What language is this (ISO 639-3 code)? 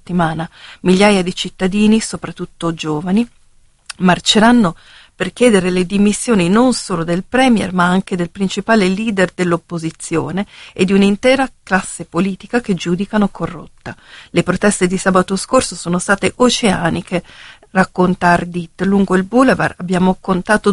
ita